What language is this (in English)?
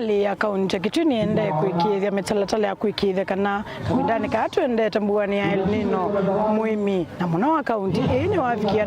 Kamba